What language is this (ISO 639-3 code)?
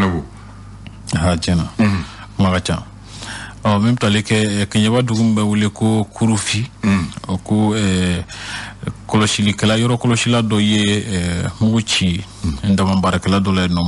bam